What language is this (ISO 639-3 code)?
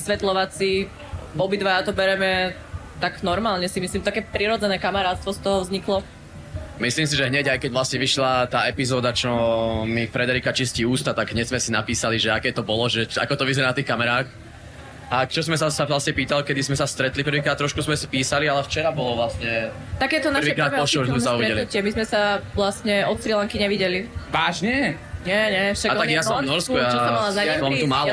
slk